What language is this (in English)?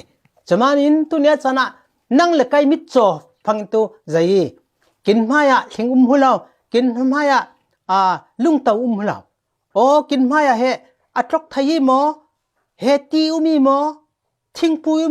Falam Chin